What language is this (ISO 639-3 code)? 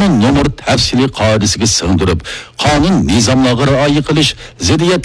uig